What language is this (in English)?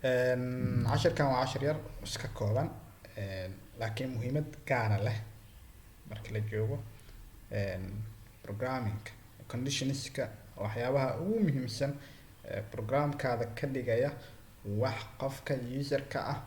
Somali